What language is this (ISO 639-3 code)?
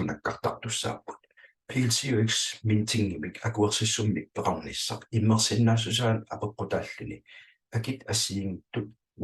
kal